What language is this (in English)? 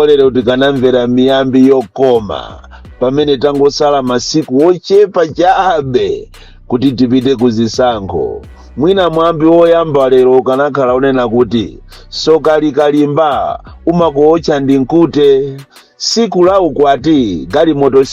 Nyanja